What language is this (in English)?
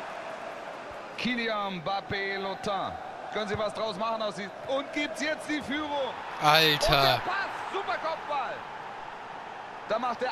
German